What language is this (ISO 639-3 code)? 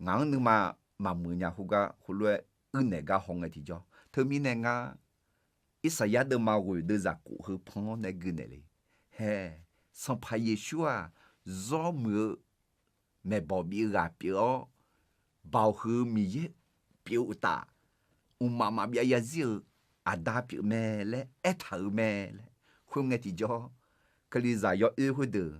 ahk